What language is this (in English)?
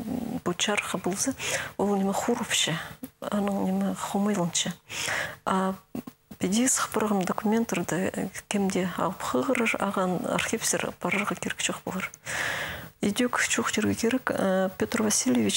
Khakas